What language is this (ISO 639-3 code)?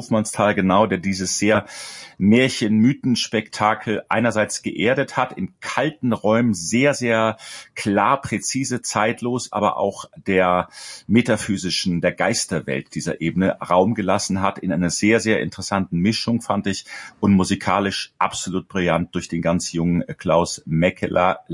deu